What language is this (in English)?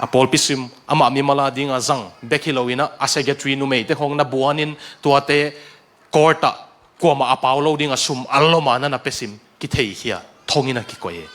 Tedim Chin